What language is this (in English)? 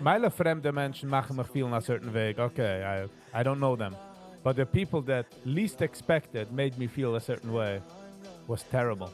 Yiddish